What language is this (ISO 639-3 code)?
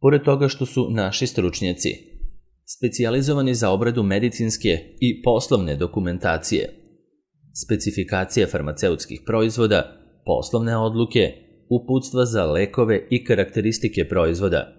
srp